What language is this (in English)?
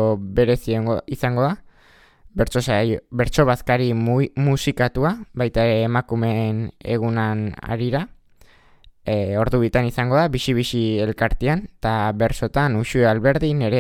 Basque